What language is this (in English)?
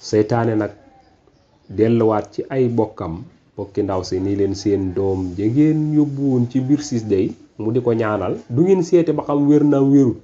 Wolof